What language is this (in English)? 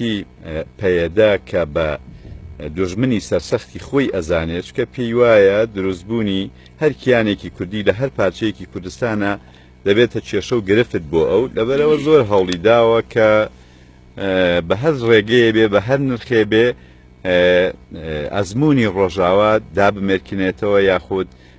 Central Kurdish